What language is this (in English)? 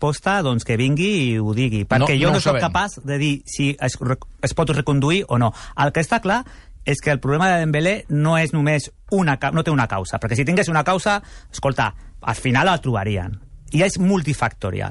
Catalan